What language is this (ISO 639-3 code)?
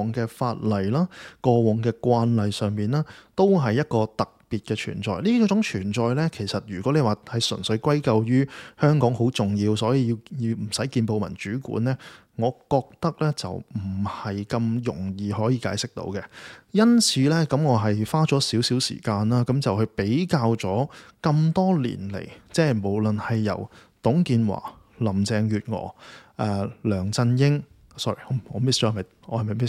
yue